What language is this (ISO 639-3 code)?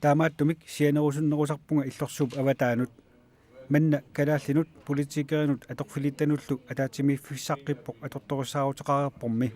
kal